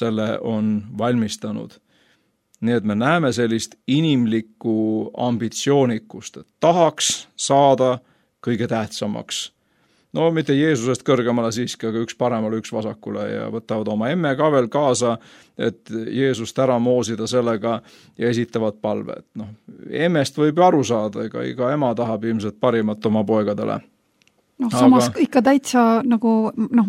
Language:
Estonian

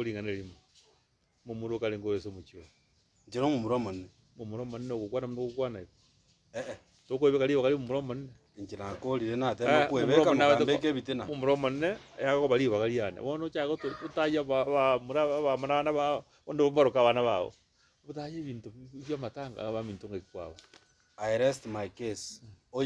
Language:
Gusii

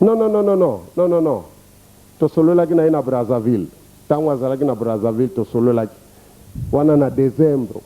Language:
Lingala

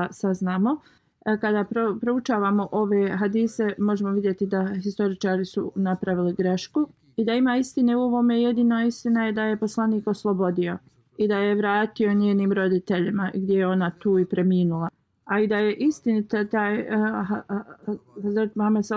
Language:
Bosnian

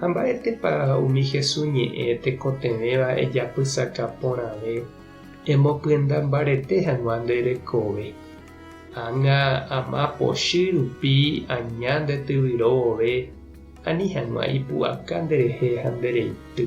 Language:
Guarani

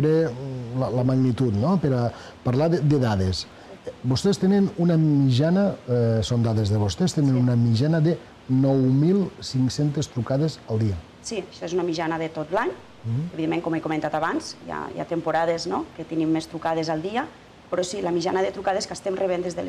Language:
Catalan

